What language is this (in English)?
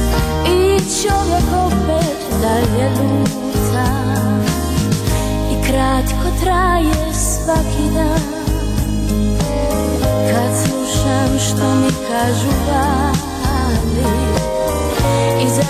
Croatian